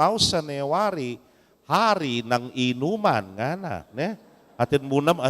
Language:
Pampanga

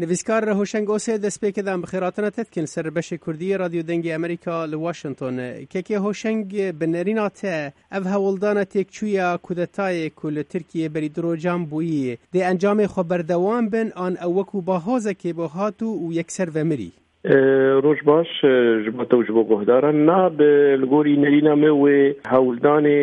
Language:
Kurdish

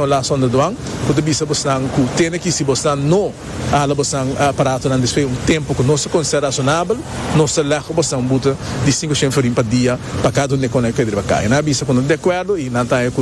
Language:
Papiamento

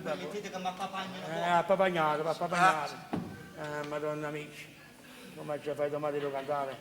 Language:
Neapolitan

